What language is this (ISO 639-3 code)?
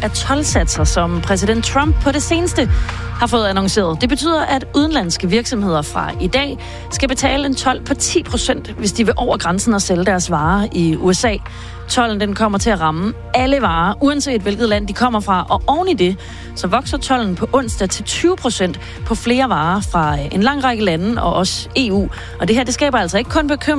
dan